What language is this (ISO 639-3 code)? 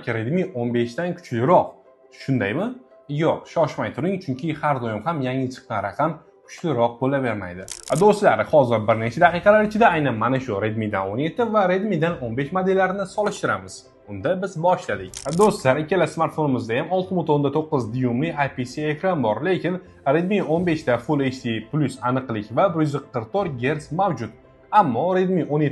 uzb